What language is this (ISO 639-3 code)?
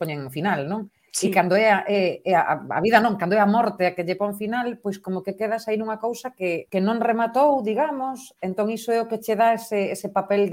glg